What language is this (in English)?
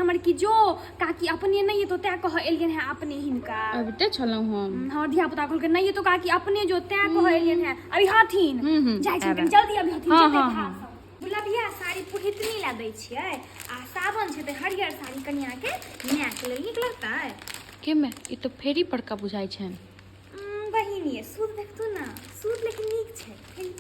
Maithili